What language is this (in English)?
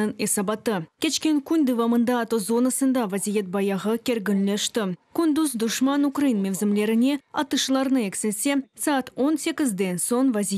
Crimean Tatar